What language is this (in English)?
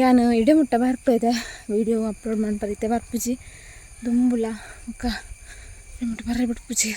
Tulu